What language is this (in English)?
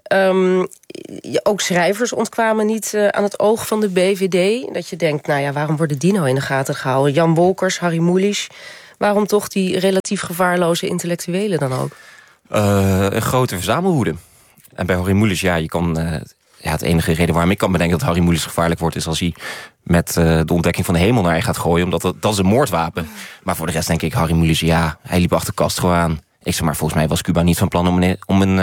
Dutch